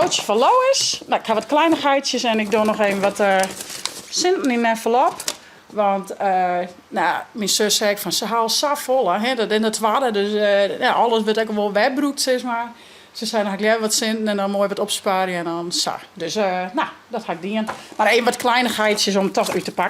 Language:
Western Frisian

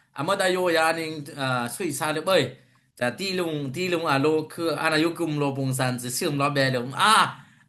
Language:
Dimasa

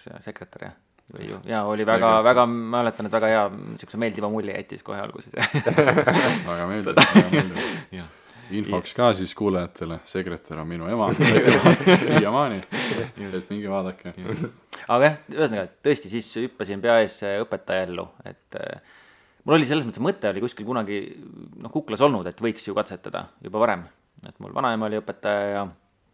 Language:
Estonian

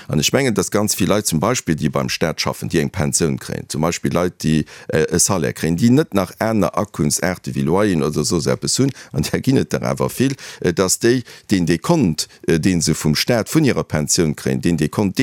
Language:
Luxembourgish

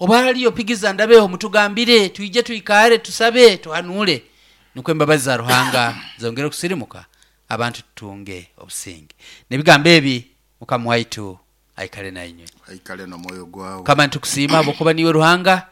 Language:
Nyoro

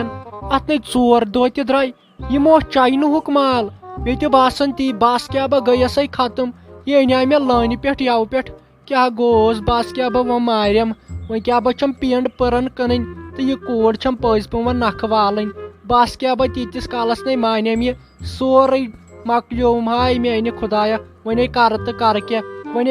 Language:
Kashmiri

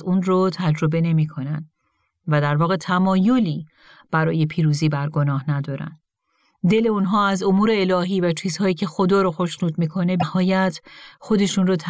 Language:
Persian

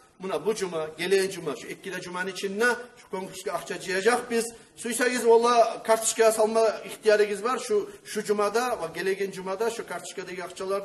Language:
Kumyk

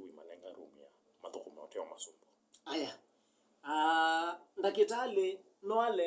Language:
Kamba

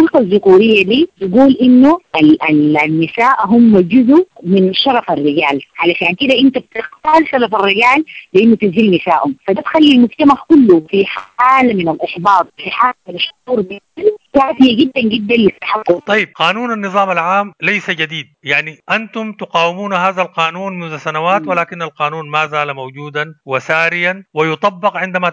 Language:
Sudanese Arabic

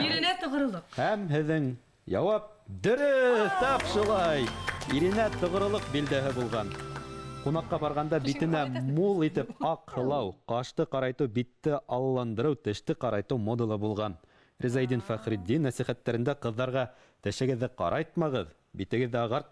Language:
Bashkir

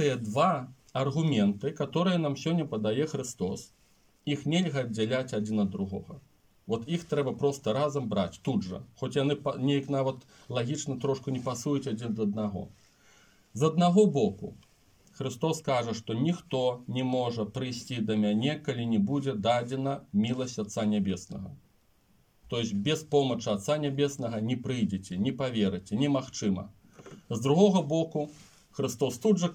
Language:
Belarusian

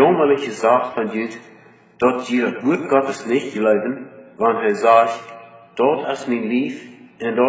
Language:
Plautdietsch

